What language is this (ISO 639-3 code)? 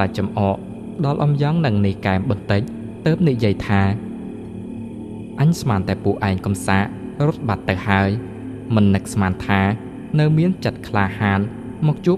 khm